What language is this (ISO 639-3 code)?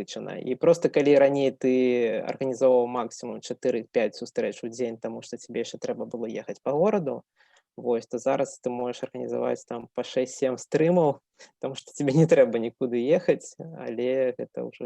bel